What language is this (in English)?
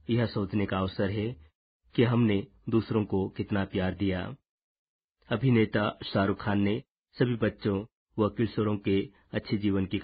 Hindi